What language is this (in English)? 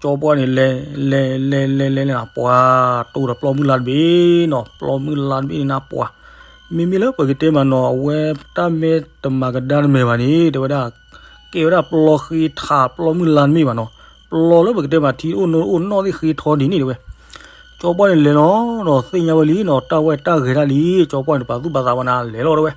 S'gaw Karen